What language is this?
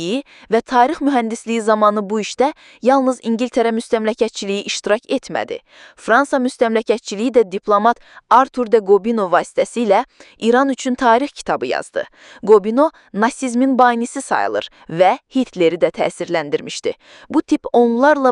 Azerbaijani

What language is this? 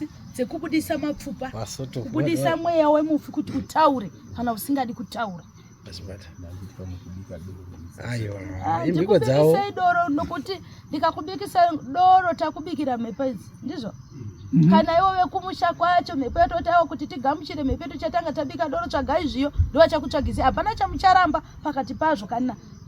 Shona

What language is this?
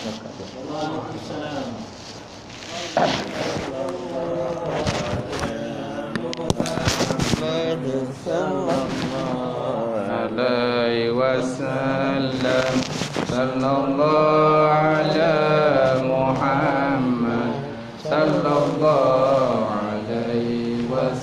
Malay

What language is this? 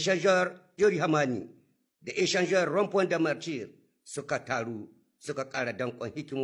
Hausa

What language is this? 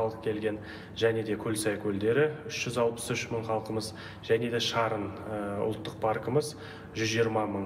Kazakh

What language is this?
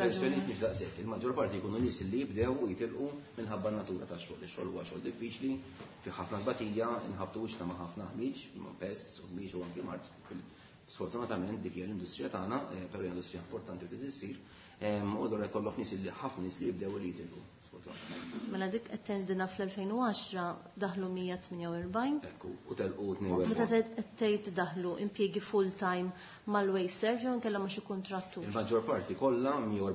Maltese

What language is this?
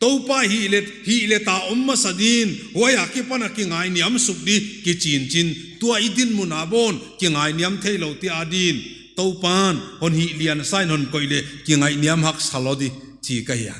Paite Chin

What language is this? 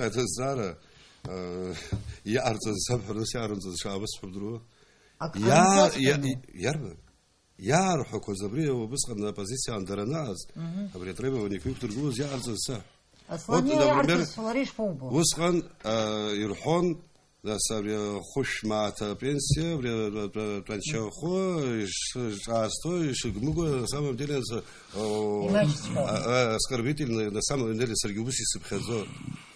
Abkhazian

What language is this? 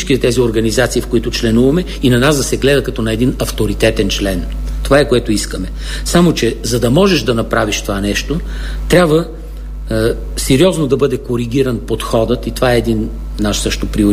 Bulgarian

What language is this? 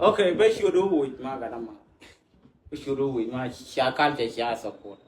Nuer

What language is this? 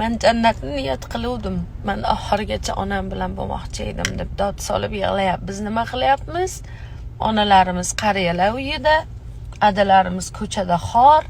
Uzbek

